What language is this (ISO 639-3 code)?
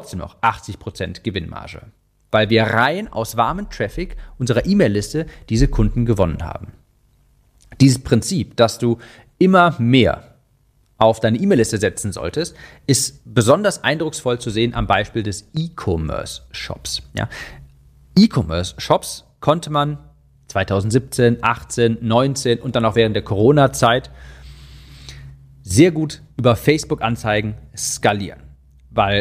deu